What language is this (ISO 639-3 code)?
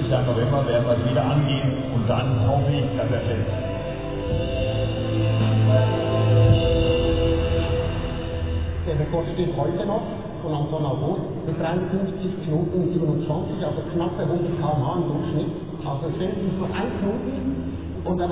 deu